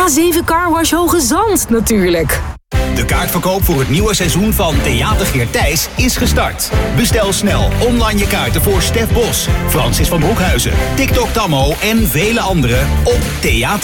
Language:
Dutch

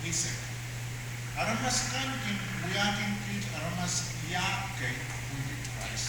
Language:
Pohnpeian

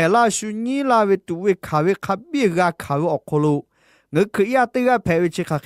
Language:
Lahu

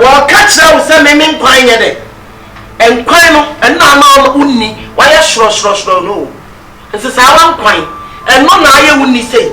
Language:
Akan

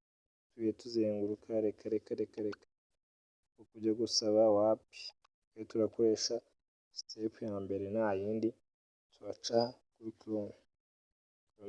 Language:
Kinyarwanda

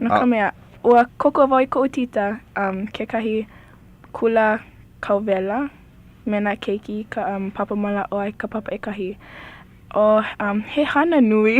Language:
Hawaiian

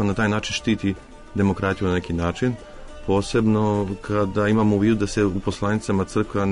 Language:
Serbian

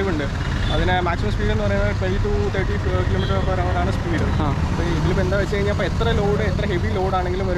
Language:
Malayalam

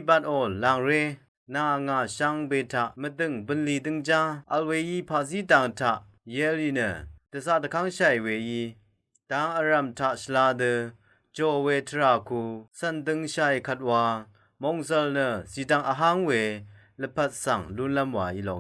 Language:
Rawang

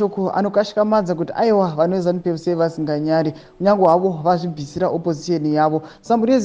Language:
Shona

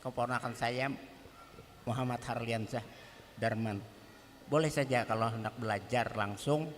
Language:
Banjar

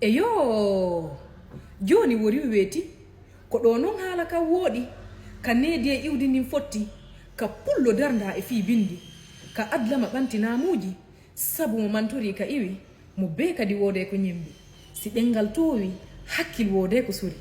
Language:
Fula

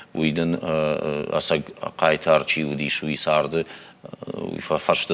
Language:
Ossetic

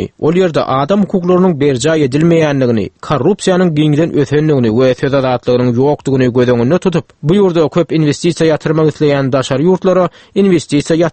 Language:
Turkmen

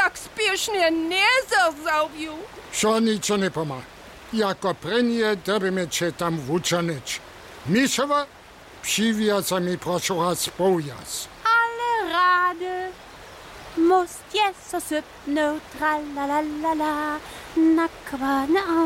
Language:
Upper Sorbian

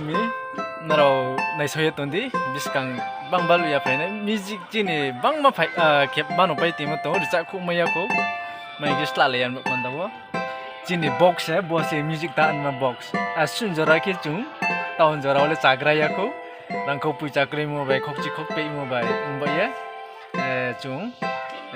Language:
Riang (India)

